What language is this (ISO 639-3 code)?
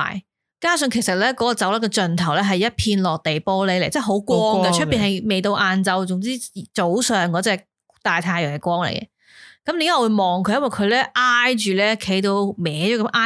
yue